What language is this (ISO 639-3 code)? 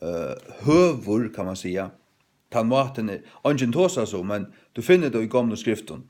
fao